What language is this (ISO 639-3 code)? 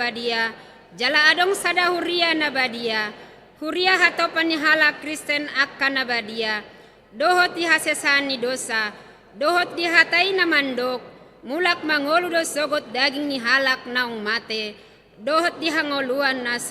bbc